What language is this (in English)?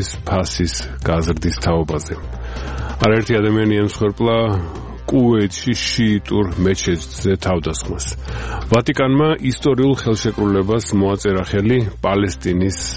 Georgian